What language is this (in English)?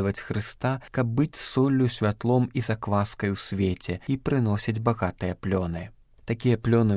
Belarusian